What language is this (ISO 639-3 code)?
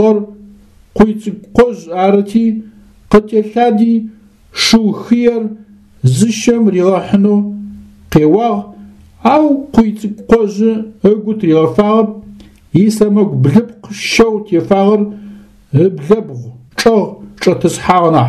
ady